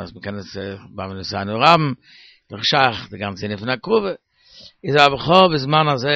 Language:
Yiddish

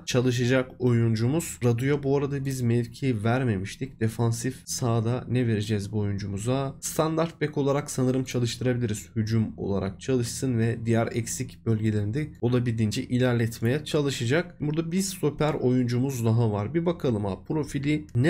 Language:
Turkish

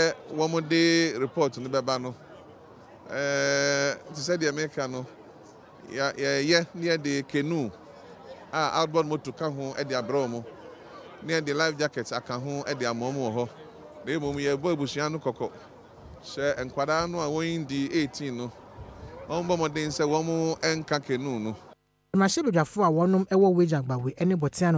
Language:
Akan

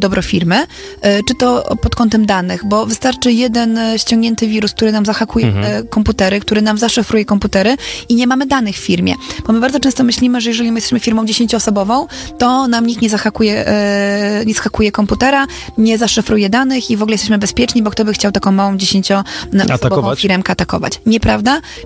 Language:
Polish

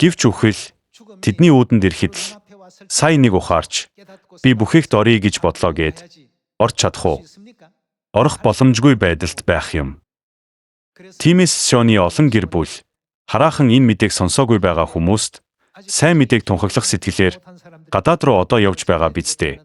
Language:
Mongolian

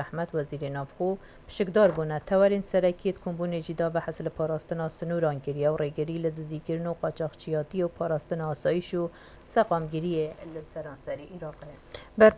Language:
Kurdish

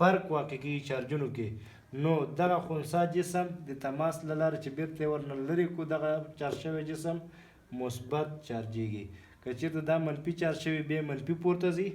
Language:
Pashto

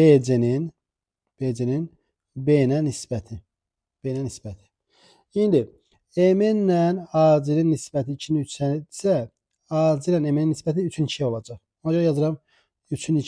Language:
Azerbaijani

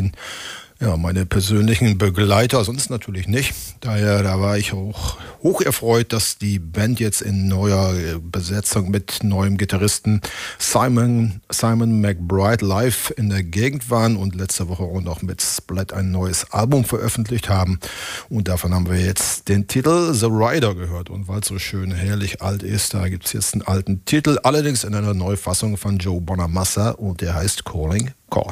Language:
German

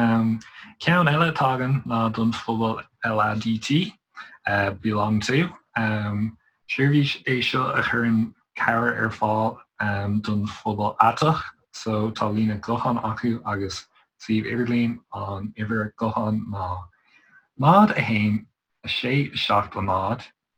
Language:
Irish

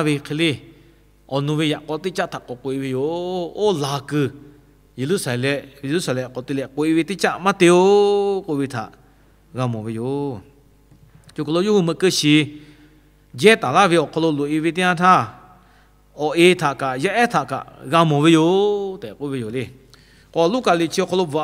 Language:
Lahu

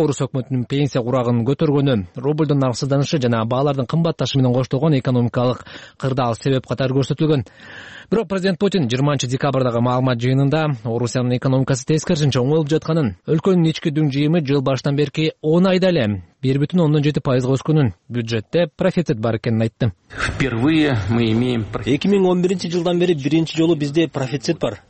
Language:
Kyrgyz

